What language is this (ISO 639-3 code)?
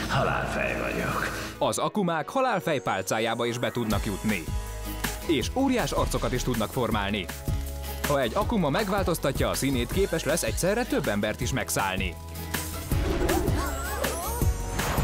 hun